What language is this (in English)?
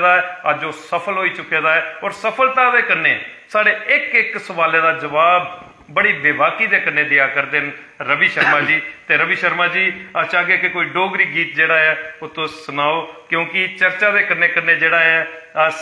Dogri